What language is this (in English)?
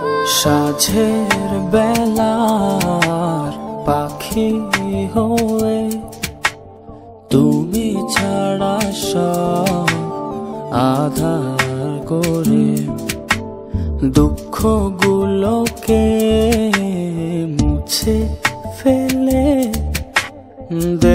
Bangla